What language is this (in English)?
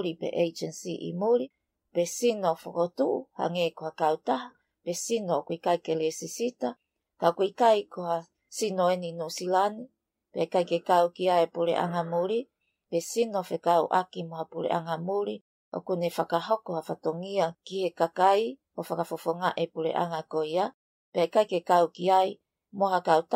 Tongan